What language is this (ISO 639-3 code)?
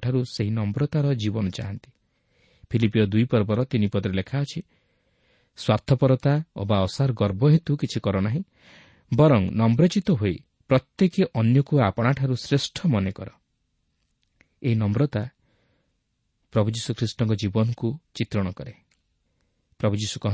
ori